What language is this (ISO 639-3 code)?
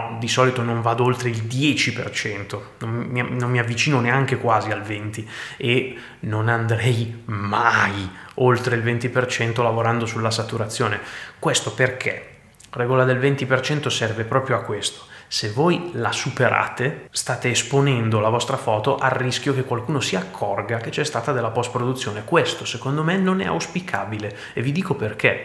ita